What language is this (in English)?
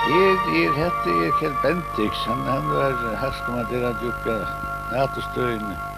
Faroese